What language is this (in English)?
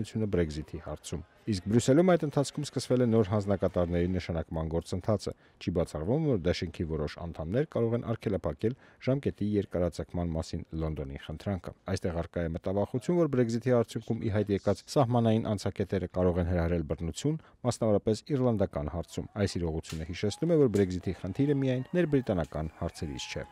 Armenian